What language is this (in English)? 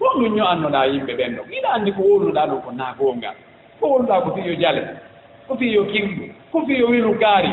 Fula